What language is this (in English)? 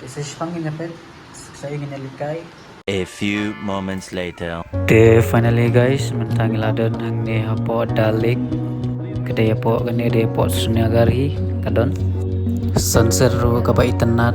Khasi